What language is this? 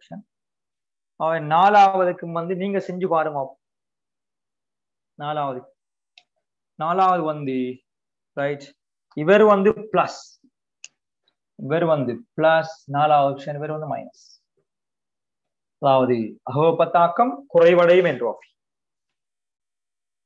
Tamil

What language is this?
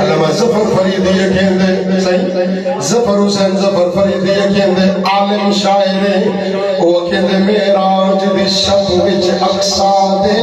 Saraiki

